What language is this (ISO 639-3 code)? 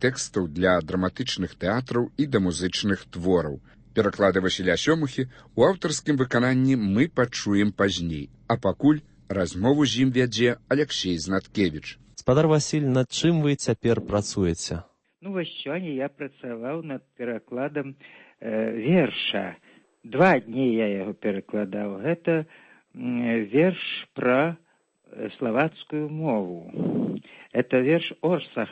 bel